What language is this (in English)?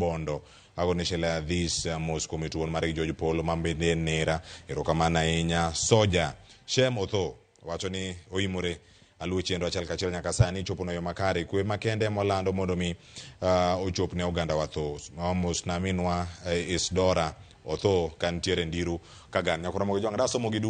Luo (Kenya and Tanzania)